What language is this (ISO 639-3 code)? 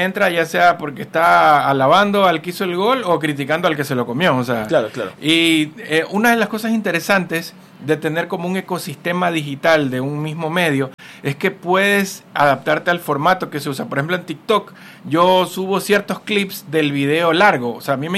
spa